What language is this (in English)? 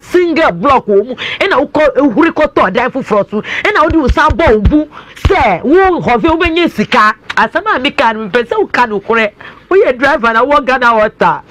Akan